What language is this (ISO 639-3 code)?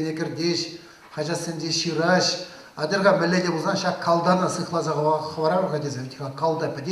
chv